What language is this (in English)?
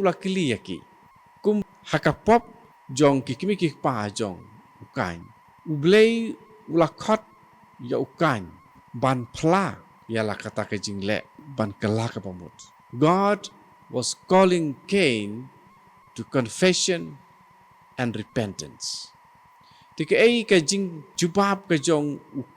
Khasi